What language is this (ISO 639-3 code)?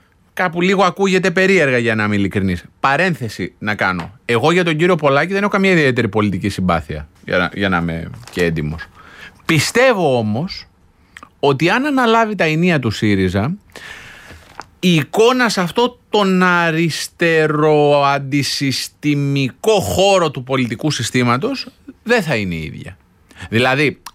ell